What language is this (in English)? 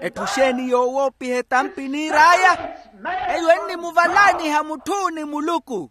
Makhuwa